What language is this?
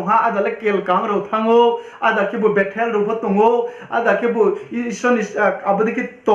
Riang (India)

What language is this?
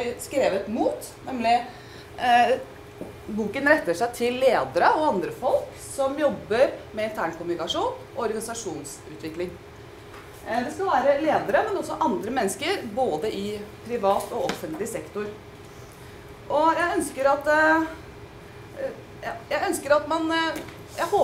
Norwegian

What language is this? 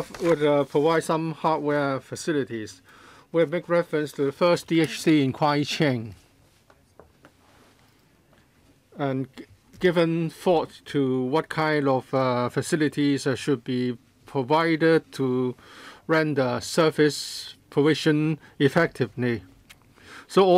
English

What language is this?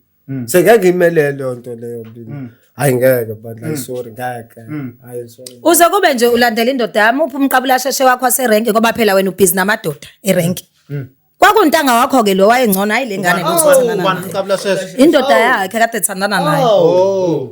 Zulu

